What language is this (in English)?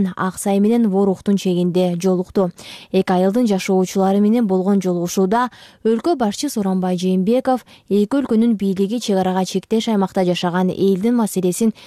Kyrgyz